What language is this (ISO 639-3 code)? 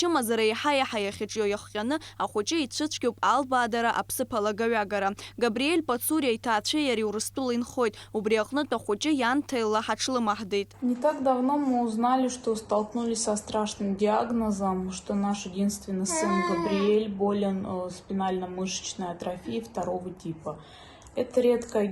abk